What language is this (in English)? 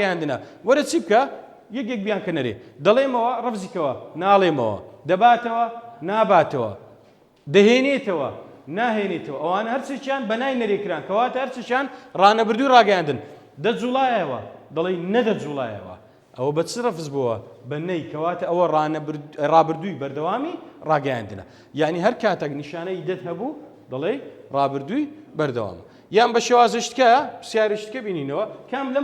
Central Kurdish